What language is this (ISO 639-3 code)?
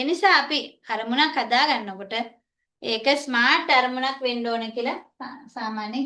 sin